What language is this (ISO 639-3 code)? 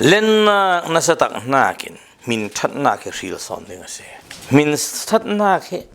cfm